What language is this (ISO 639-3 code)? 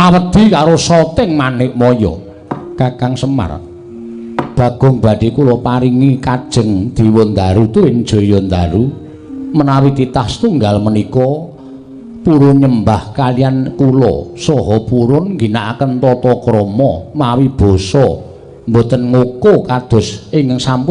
jav